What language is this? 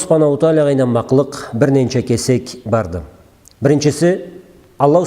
Karachay-Balkar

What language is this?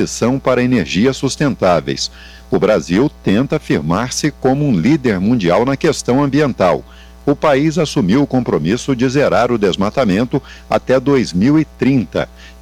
Portuguese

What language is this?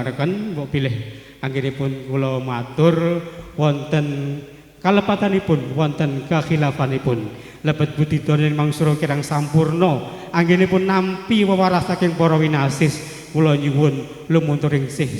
Javanese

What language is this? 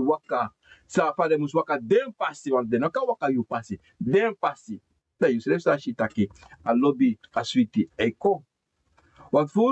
Sranan Tongo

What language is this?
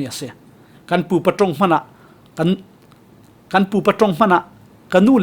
Falam Chin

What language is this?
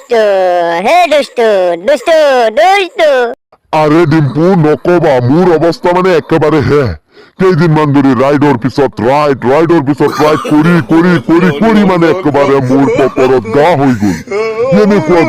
Assamese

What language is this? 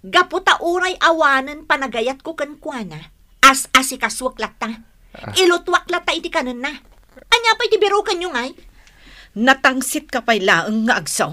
Iloko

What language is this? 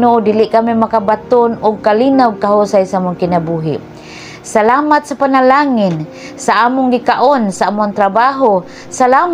Cebuano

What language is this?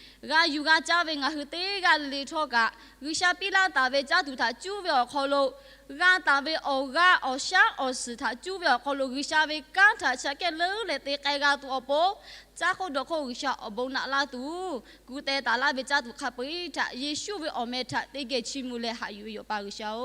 Lahu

